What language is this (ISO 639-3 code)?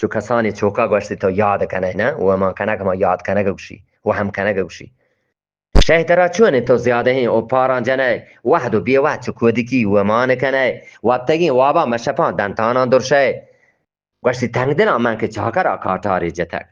bgp